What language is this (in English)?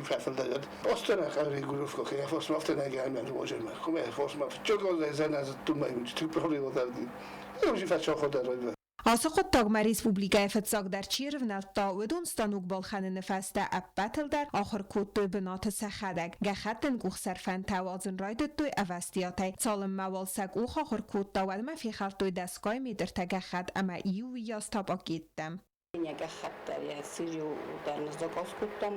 Ossetic